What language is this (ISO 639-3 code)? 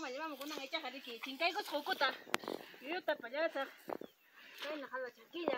quy